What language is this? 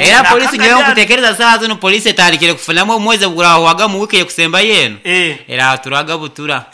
Nyankole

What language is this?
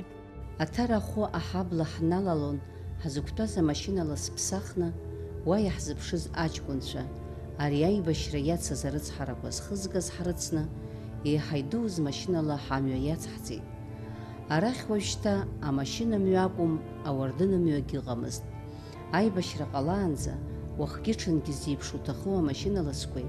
Abkhazian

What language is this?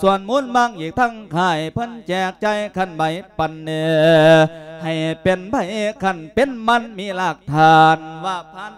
Lao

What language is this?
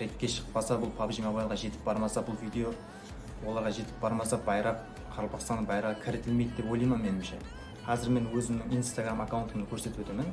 Kara-Kalpak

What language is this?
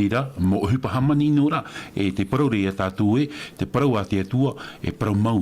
Tahitian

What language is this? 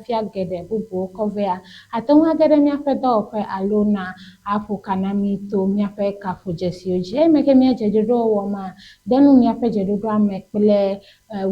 Ewe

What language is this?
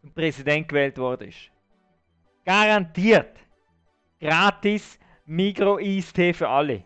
Swiss German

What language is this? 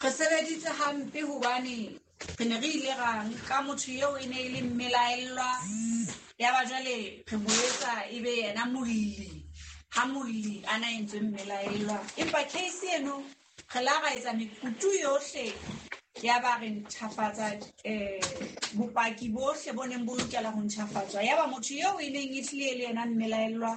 Southern Sotho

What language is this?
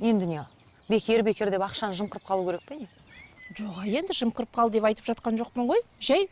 Kazakh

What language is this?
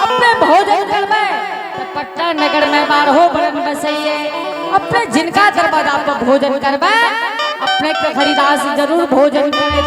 Angika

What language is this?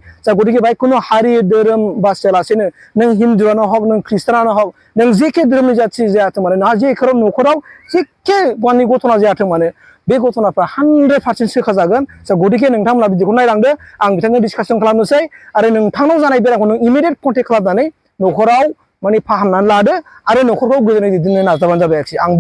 Bodo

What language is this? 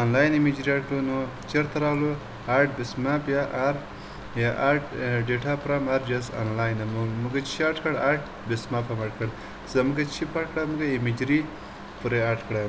Pashto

